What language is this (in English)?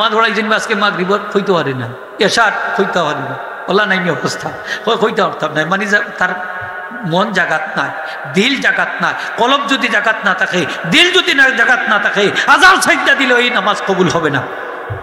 Sylheti